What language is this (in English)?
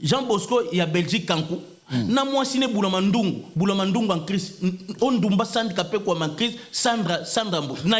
Lingala